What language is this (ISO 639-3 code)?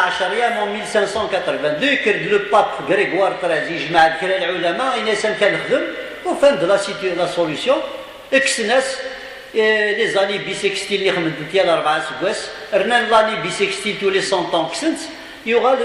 kab